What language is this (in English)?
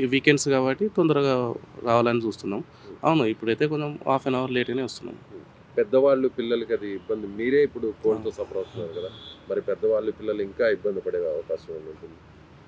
Telugu